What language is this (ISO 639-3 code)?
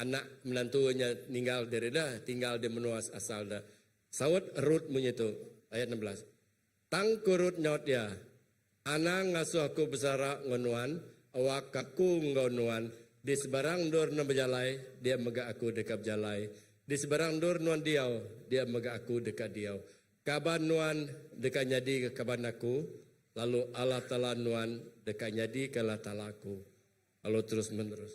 iba